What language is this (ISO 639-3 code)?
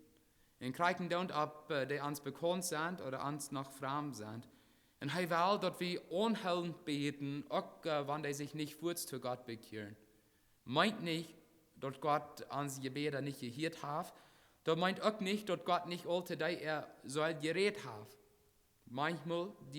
pdt